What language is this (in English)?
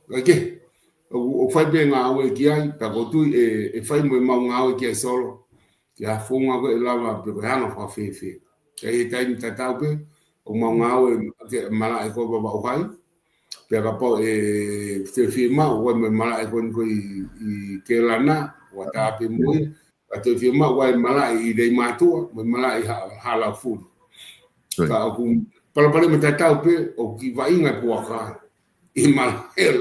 Tongan